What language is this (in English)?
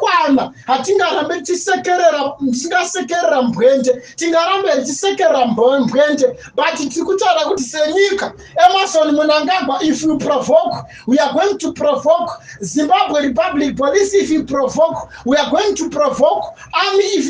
Shona